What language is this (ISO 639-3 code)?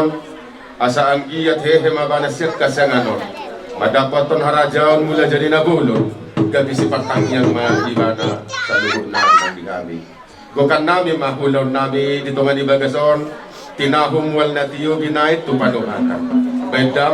bbc